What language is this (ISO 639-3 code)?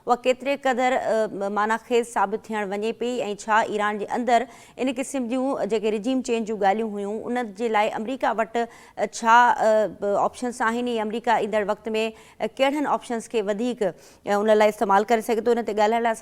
snd